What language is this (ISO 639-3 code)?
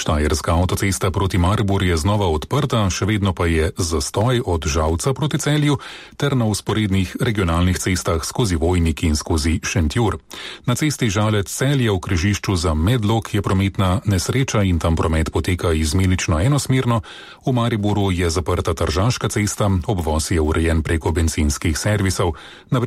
slv